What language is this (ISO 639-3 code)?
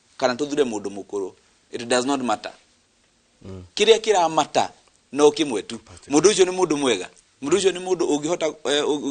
kik